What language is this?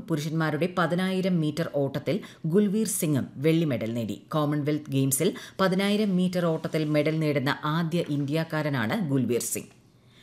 Malayalam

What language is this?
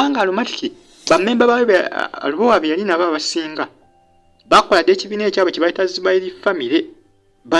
Ganda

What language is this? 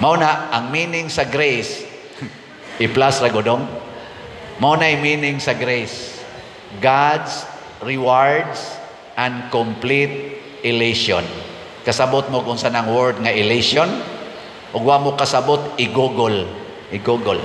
Cebuano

